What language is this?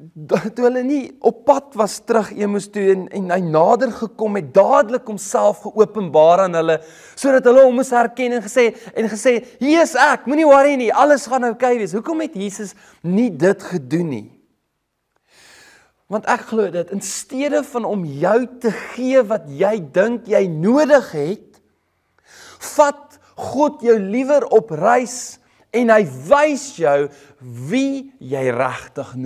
Afrikaans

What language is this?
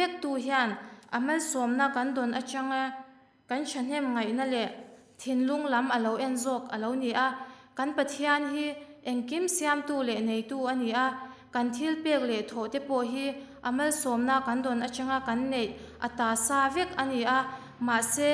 Mizo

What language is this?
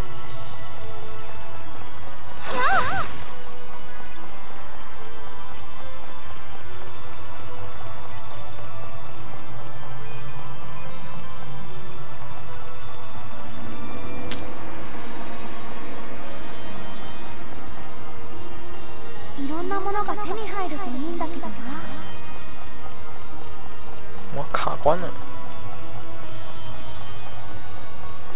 Japanese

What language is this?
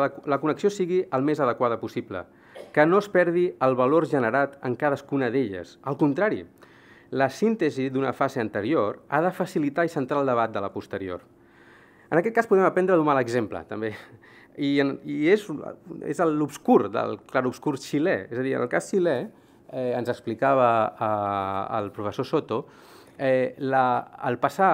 Catalan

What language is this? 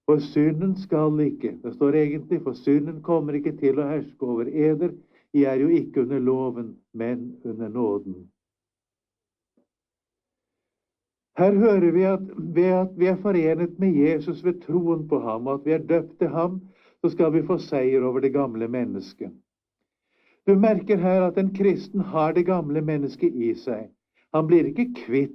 Norwegian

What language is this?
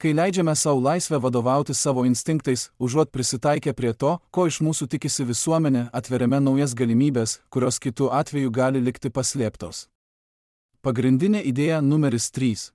Lithuanian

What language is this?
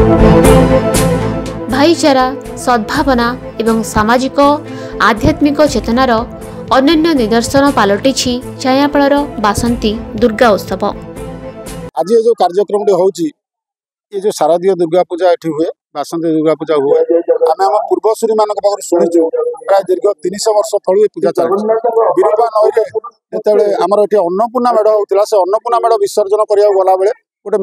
Odia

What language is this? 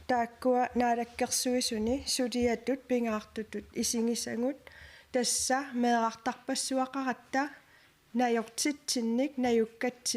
Kalaallisut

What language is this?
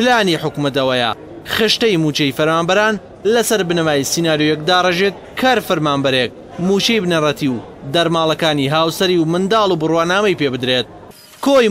Central Kurdish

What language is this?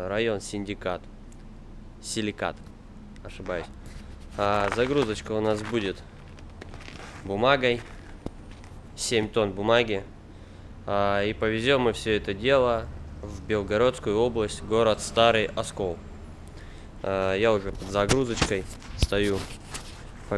Russian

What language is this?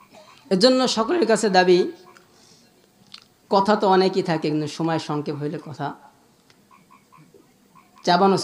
Bangla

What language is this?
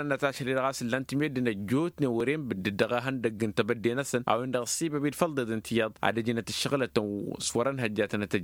Tamasheq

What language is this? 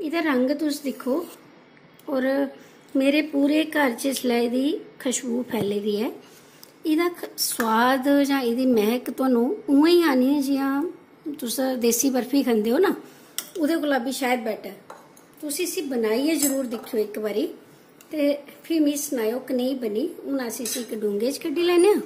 Dogri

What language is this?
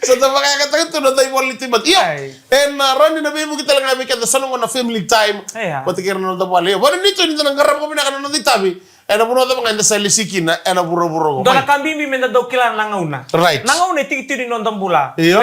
Fijian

